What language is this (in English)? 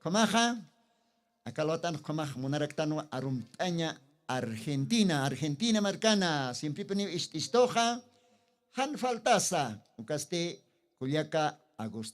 Aymara